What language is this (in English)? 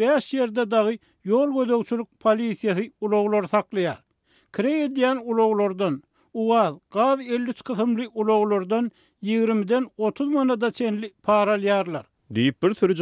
Turkmen